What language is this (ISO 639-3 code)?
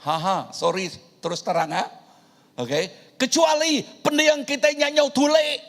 iba